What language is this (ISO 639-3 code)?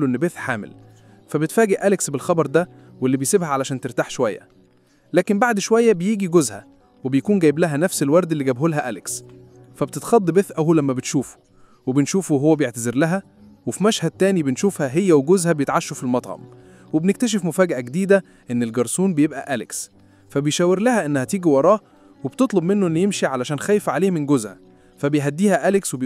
arz